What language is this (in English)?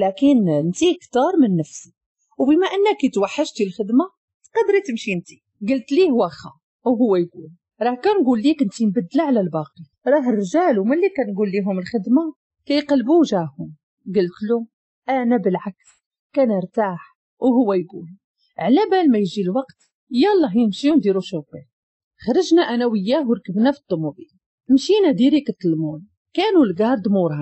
Moroccan Arabic